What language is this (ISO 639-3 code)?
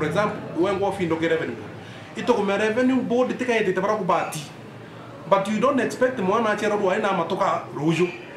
mer